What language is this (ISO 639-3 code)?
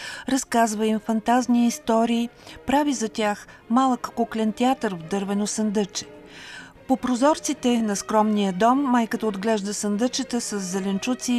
bul